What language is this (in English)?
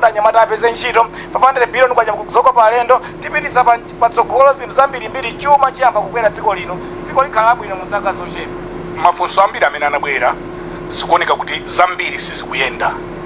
Nyanja